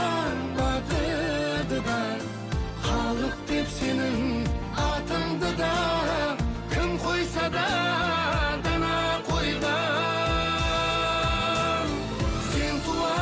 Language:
Kara-Kalpak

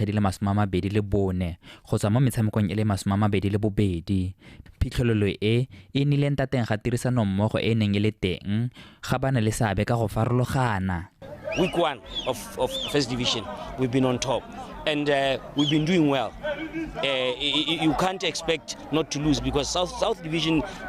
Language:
Tswana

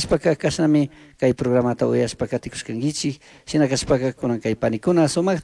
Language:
Chimborazo Highland Quichua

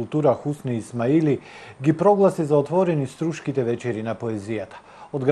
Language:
Macedonian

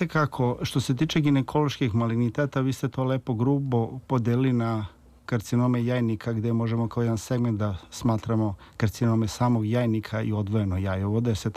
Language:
Serbian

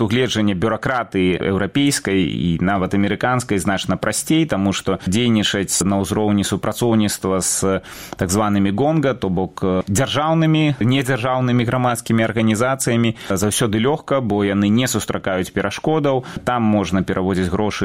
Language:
Belarusian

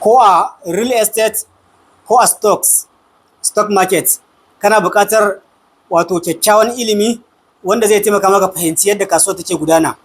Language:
Hausa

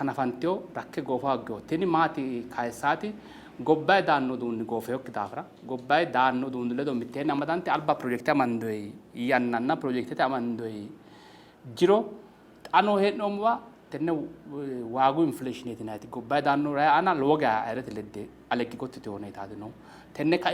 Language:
Sidamo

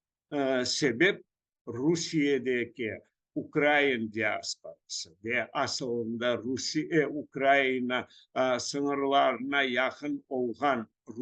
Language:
Crimean Tatar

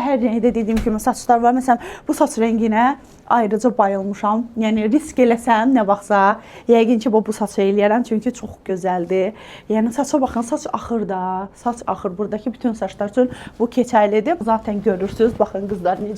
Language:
Azerbaijani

